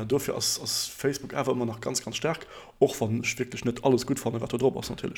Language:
Luxembourgish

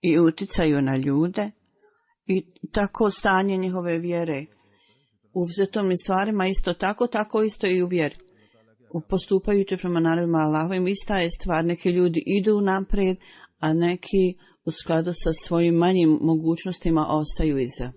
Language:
Bosnian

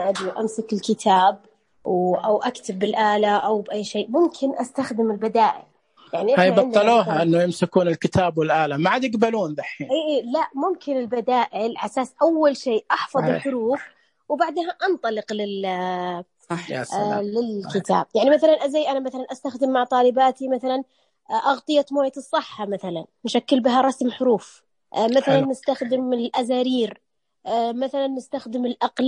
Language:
Najdi Arabic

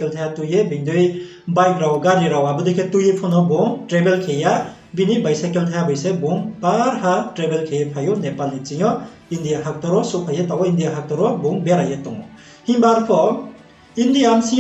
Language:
Riang (India)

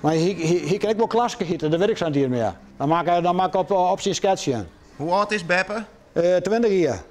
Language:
Western Frisian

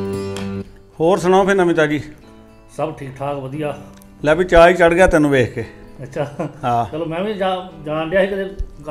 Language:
Punjabi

